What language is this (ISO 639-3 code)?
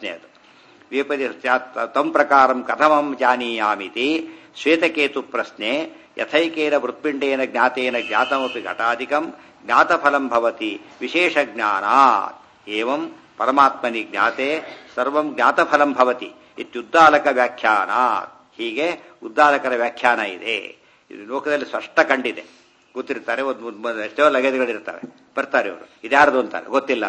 kan